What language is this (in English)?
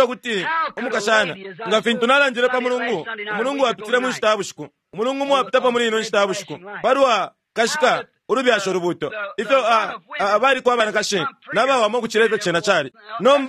Bemba